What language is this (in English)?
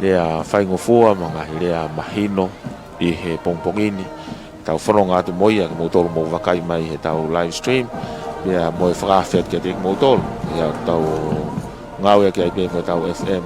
Tongan